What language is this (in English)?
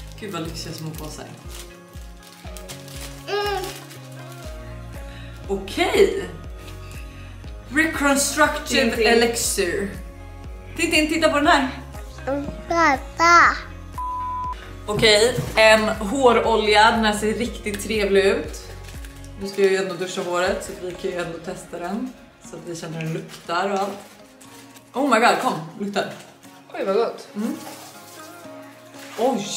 Swedish